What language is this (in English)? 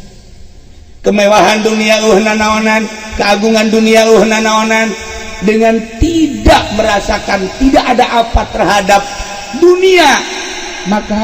Sundanese